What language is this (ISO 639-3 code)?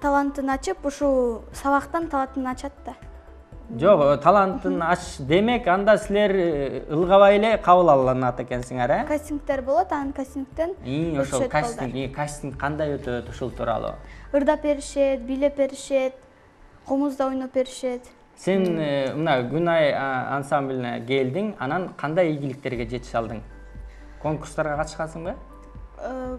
kir